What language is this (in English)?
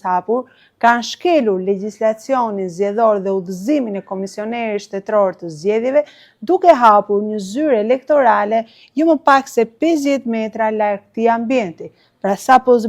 Albanian